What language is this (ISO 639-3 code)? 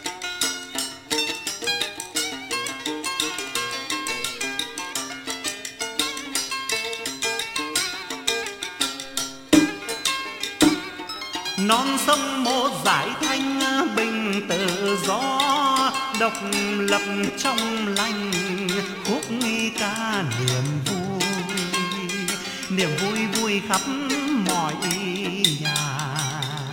vie